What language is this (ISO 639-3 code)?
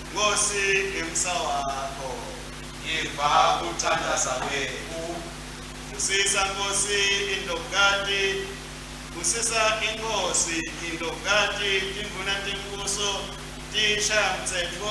ssw